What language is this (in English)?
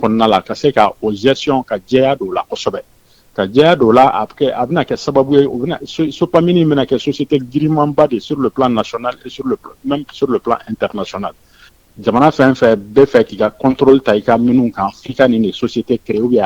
Bambara